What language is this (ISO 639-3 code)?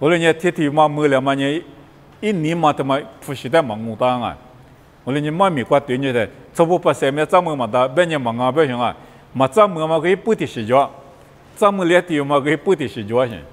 lis